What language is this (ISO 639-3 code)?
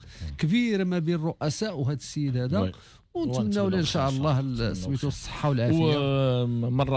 ary